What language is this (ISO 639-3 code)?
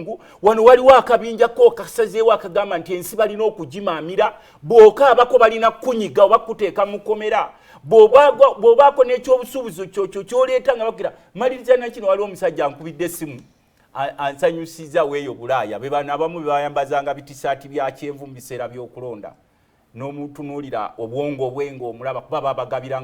lug